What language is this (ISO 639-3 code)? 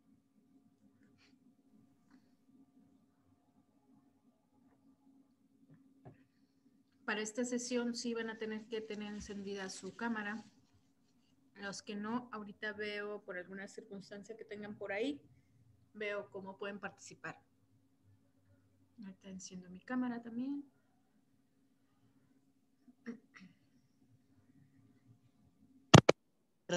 spa